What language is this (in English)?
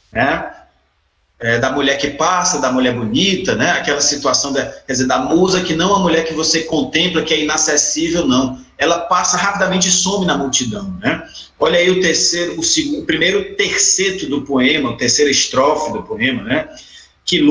Portuguese